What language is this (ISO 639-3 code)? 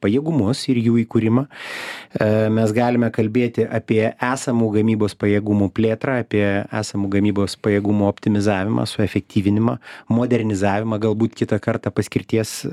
lit